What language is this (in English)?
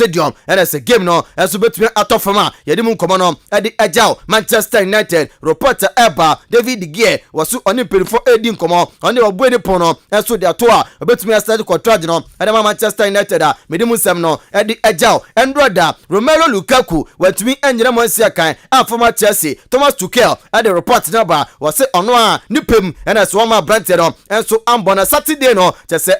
Akan